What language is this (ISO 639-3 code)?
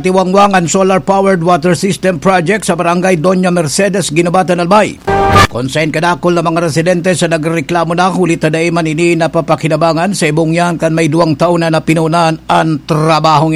bik